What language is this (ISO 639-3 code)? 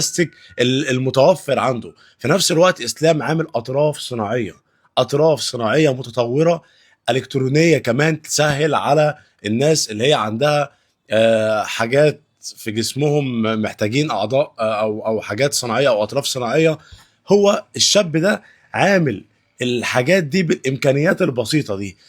arz